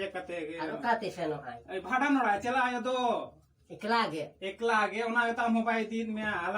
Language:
Santali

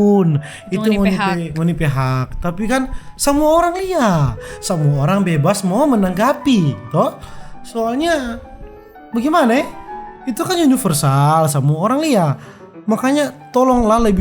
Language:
Manado Malay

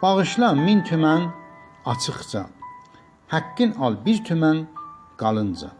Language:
South Azerbaijani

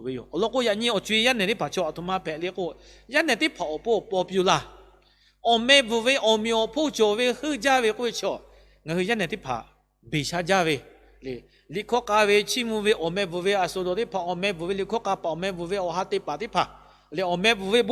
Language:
Lahu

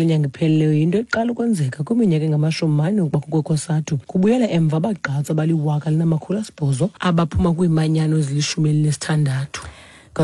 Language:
Xhosa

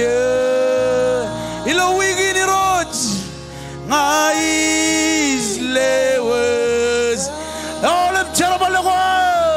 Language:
Marshallese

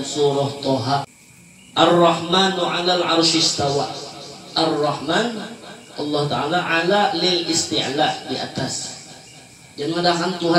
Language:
Banjar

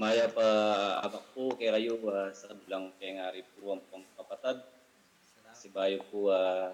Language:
Pampanga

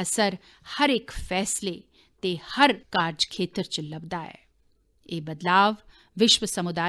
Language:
Dogri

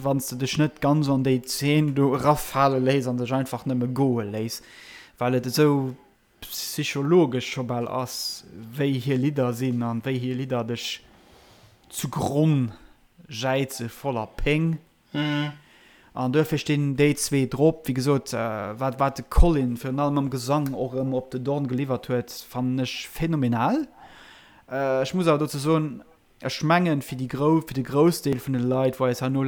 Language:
Luxembourgish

